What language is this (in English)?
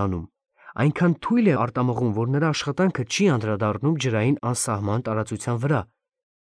Armenian